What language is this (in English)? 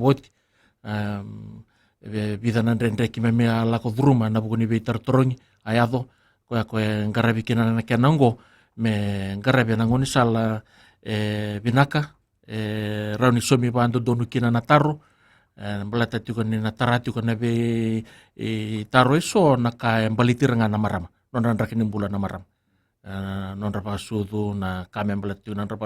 Fijian